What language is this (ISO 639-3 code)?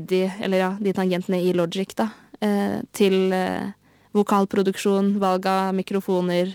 nor